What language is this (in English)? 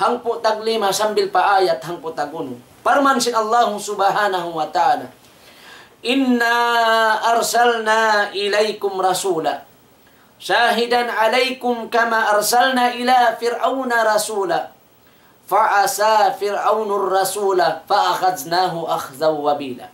Tausug